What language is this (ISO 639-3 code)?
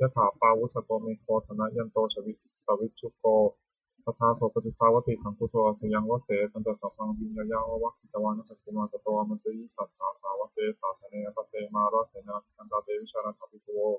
pli